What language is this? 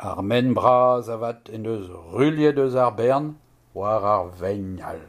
Breton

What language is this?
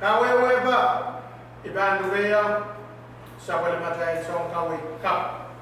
Pohnpeian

